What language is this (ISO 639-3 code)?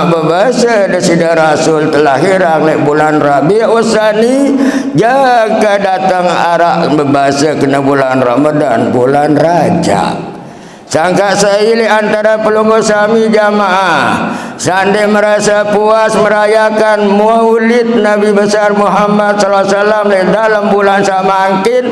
sas